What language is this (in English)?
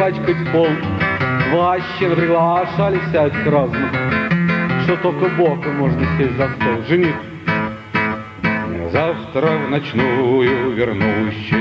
Russian